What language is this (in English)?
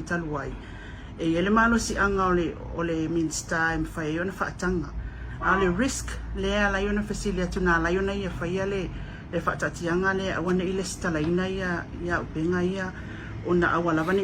Samoan